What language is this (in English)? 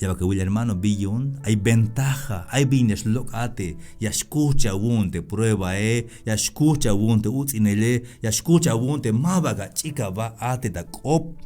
Tzeltal